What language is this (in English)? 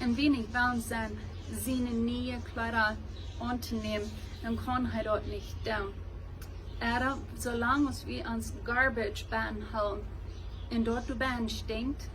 Plautdietsch